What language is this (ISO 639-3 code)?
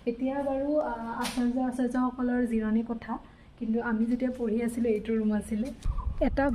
asm